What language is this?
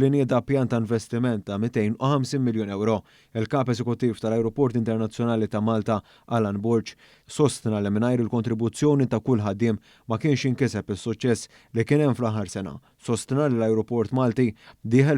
Maltese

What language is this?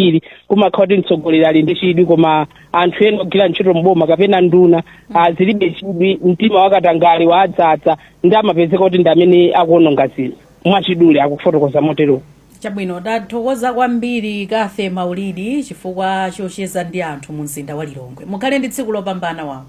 Nyanja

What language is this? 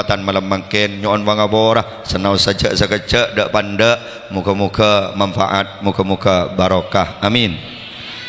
Madurese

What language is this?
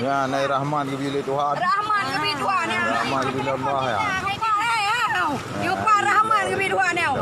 Achinese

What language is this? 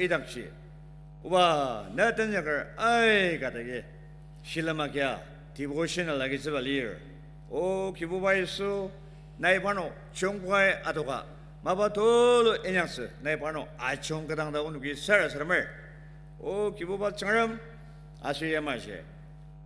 Ao Naga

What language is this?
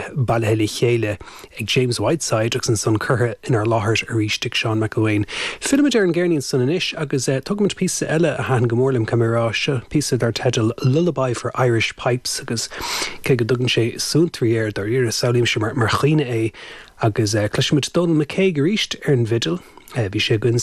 Irish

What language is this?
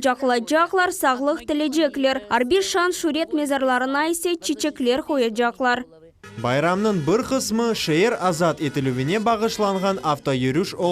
Crimean Tatar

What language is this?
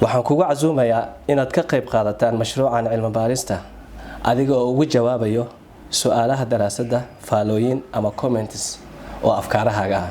Somali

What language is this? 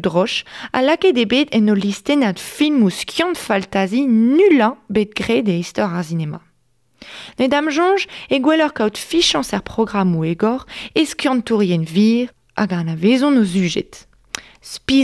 Breton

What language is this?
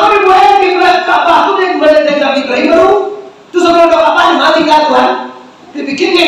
Minangkabau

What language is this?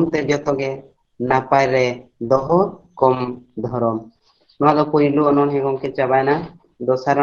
Santali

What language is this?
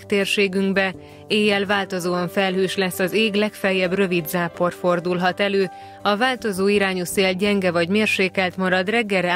Hungarian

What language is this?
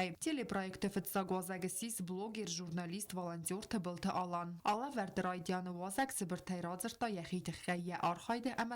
Ossetic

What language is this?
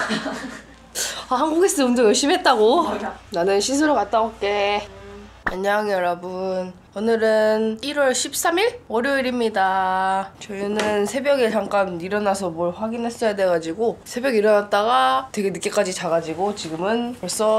Korean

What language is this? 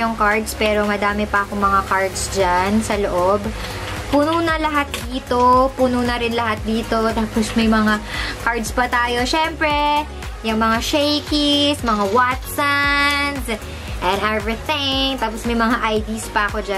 Filipino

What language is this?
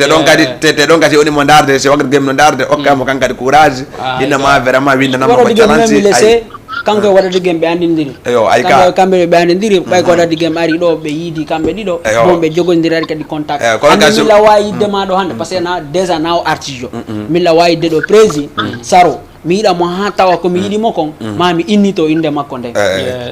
Fula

